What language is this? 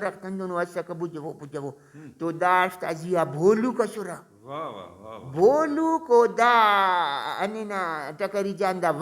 Brahui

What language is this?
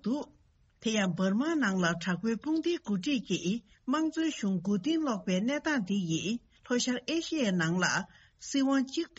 Tibetan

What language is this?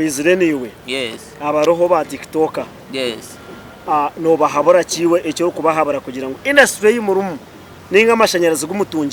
Nyankole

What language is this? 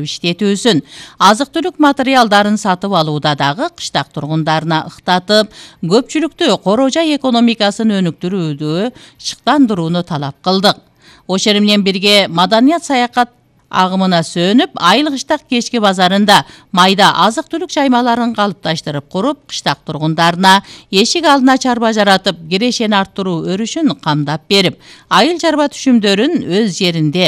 Kyrgyz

